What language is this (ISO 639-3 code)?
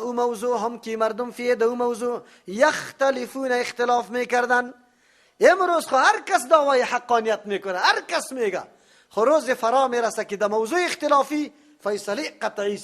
fas